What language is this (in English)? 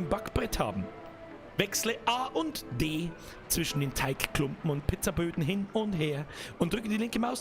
Bavarian